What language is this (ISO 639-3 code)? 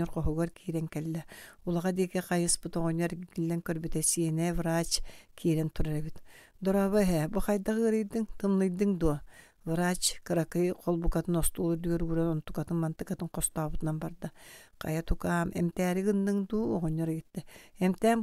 sah